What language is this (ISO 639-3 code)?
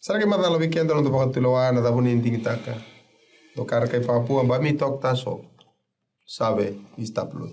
fij